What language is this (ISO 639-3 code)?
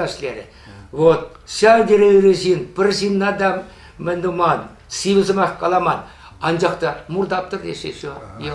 chv